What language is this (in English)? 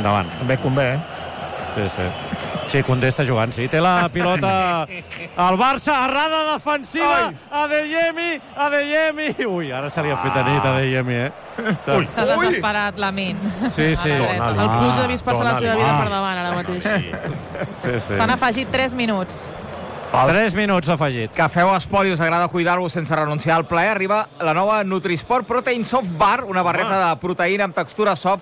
Catalan